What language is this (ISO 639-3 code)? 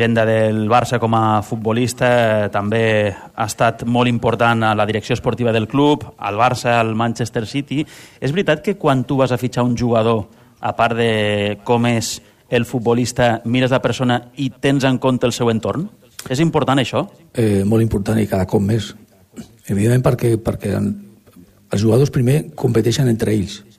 cat